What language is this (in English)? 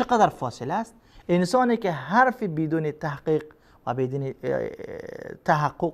Persian